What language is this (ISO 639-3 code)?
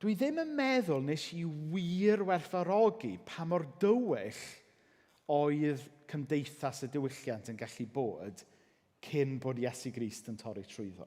cym